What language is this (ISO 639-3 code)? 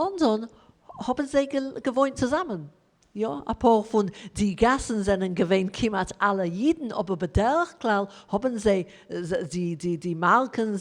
yid